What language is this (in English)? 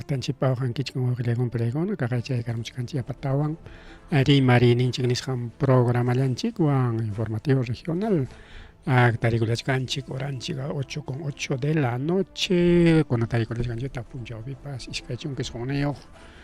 Ayacucho Quechua